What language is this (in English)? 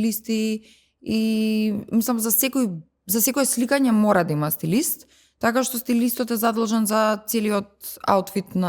Macedonian